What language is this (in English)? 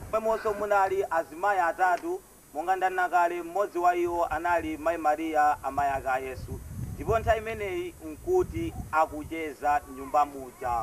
Nyanja